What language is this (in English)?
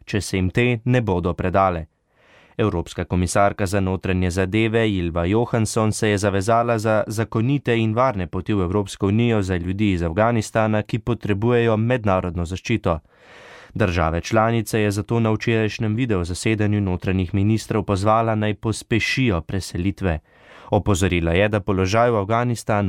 Slovenian